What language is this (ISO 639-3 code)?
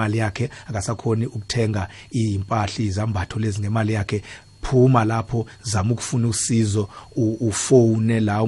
nbl